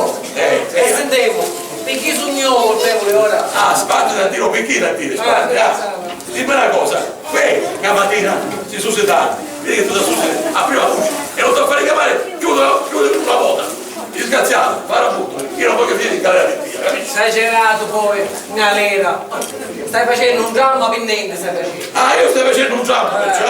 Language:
Sicilian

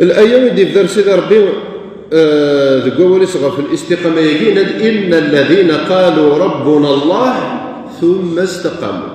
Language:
Kabyle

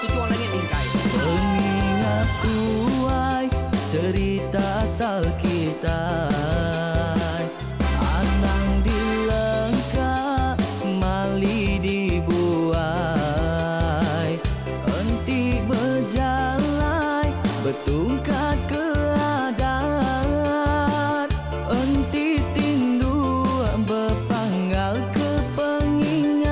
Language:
Iban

